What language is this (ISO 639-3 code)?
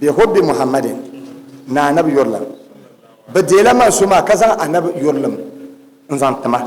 dag